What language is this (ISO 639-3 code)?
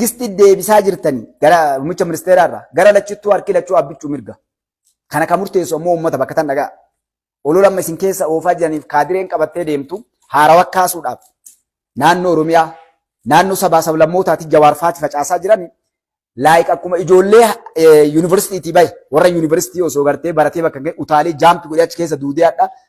orm